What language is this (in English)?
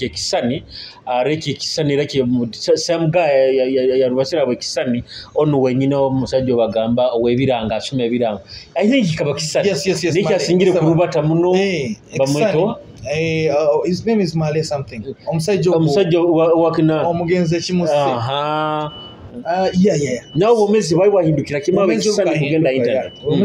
Nyoro